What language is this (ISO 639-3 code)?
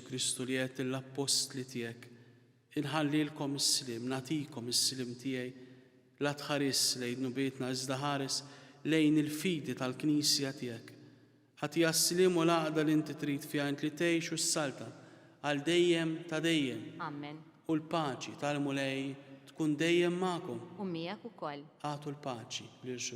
mlt